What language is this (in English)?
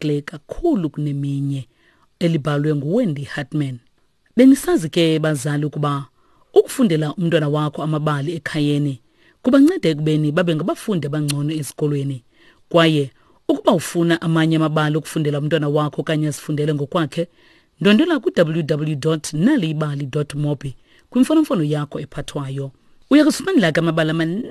Xhosa